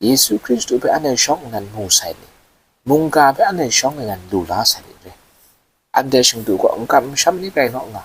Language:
Kachin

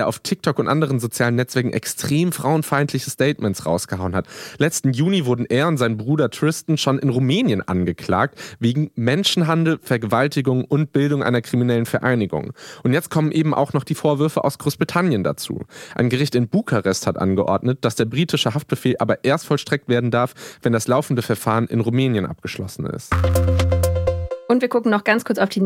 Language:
German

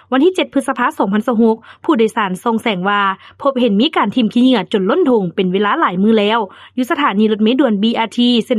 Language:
Lao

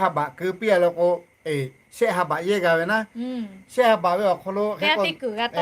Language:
Lahu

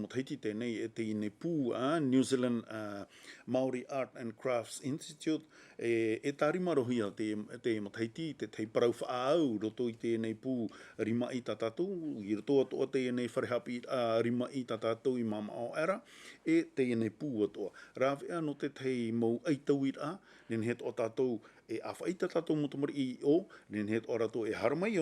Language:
Tahitian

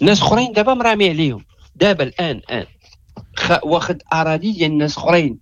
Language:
Moroccan Arabic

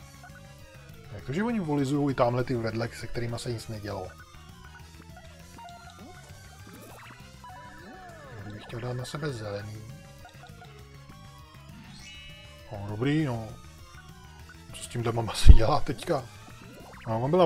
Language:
Czech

